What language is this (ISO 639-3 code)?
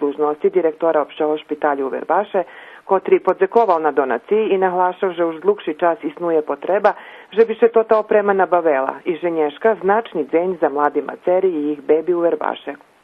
rue